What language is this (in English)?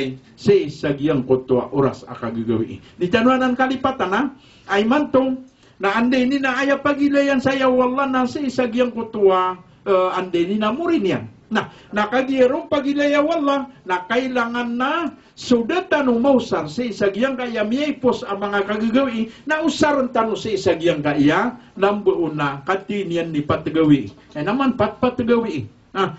Maranao